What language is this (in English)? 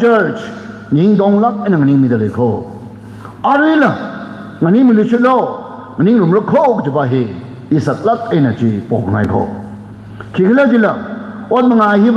Tangkhul Naga (India)